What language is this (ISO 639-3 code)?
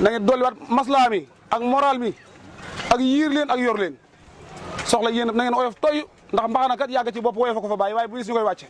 wol